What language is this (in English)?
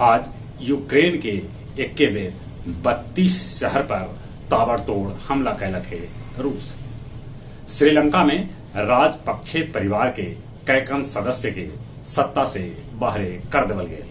Magahi